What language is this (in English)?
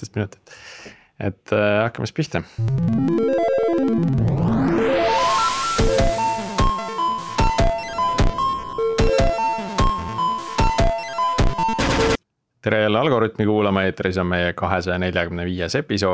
Estonian